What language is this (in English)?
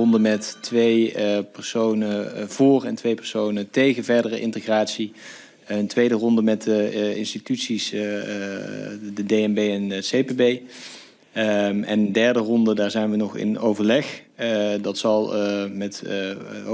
Dutch